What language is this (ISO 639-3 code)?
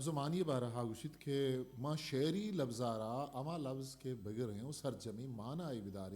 bgp